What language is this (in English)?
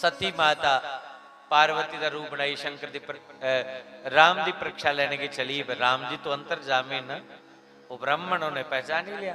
Dogri